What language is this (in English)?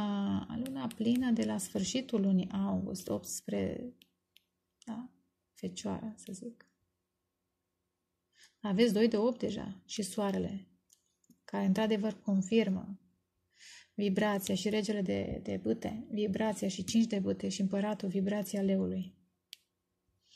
Romanian